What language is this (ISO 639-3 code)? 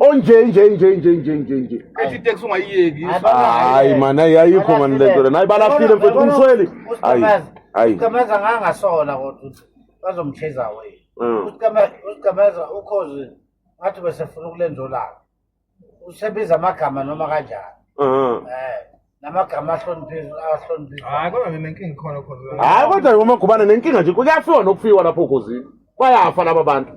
zul